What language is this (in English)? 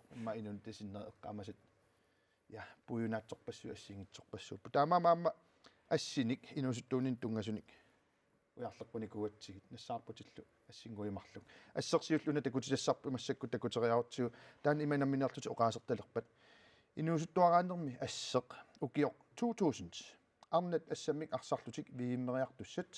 Kalaallisut